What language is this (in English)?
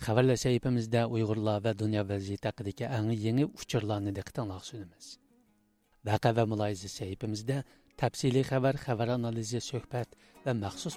Uyghur